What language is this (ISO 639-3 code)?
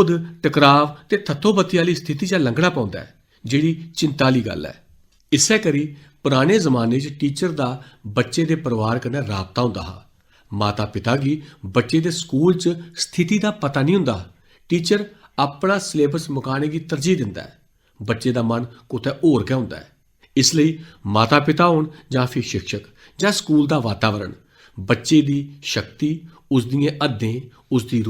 doi